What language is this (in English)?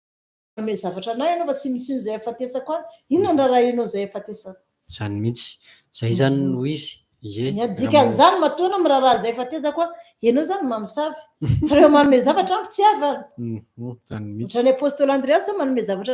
Malagasy